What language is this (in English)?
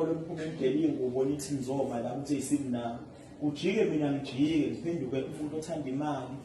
Zulu